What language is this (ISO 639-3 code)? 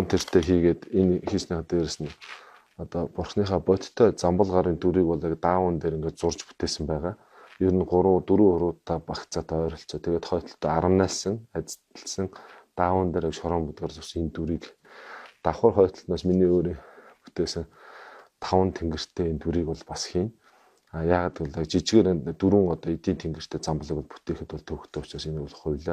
mon